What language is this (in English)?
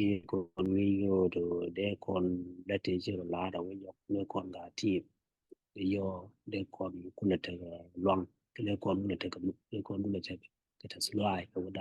Nuer